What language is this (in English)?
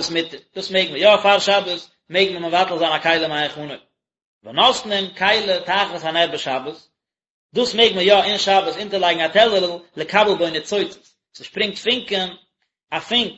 Yiddish